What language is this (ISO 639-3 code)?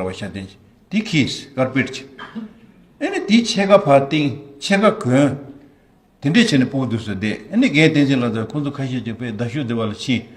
bod